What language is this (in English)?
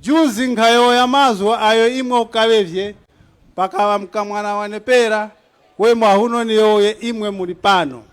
Tumbuka